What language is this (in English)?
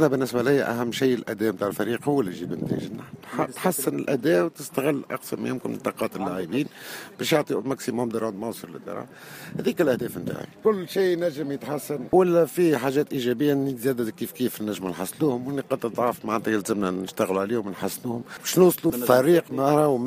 Tunisian Arabic